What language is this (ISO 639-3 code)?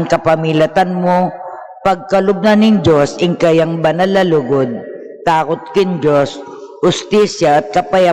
pam